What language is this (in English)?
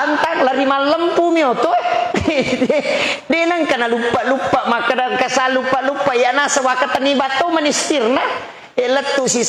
Buginese